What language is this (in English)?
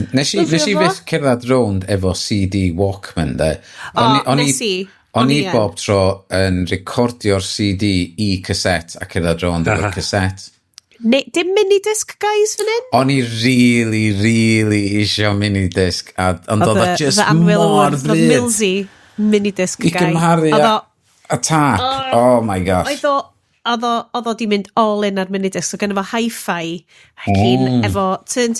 Welsh